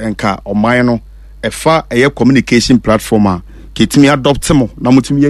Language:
Akan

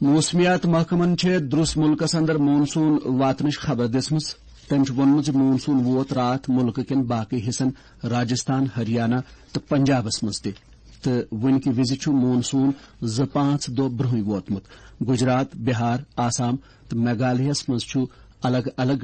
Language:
Kashmiri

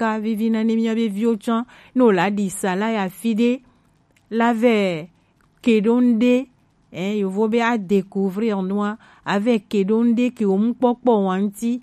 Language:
Gen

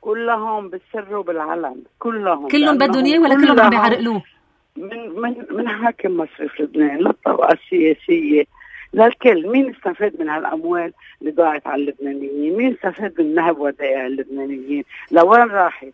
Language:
North Levantine Arabic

